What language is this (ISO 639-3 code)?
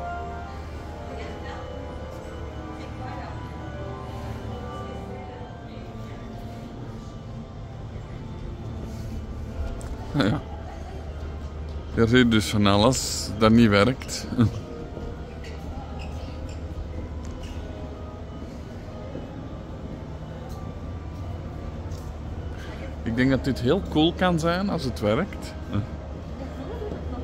nld